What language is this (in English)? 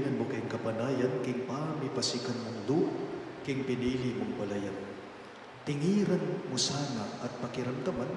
Pampanga